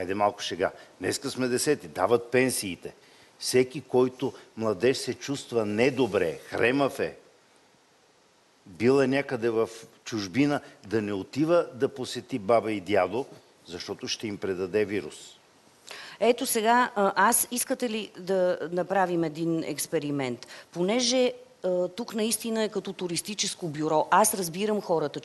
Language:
Bulgarian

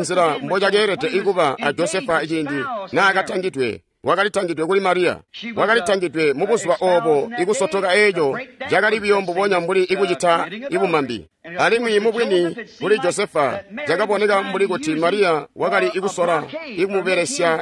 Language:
Tonga (Zambia)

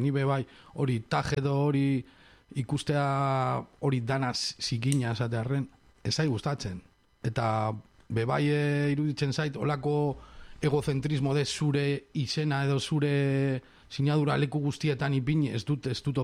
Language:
Basque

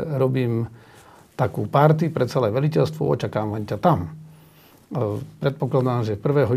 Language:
Slovak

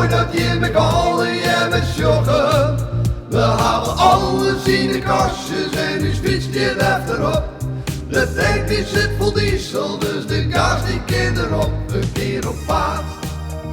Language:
Western Frisian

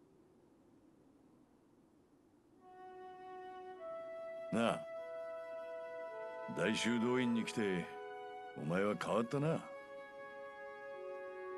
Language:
Japanese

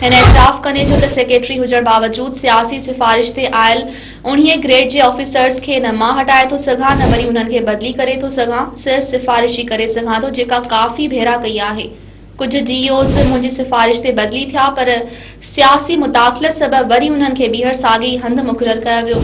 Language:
Sindhi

